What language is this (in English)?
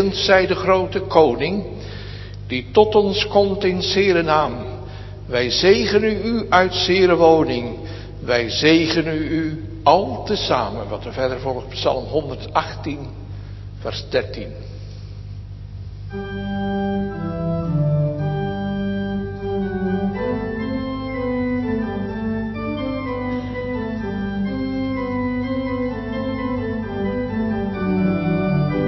Dutch